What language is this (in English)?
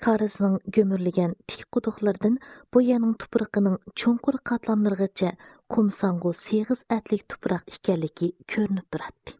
Uyghur